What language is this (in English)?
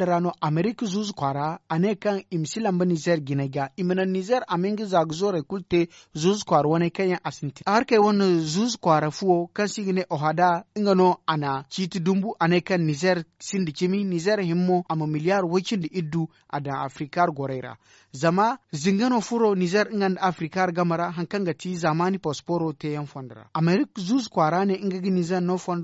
Zarma